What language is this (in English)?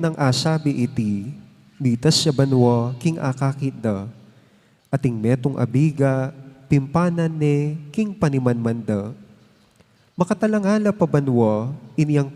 Pampanga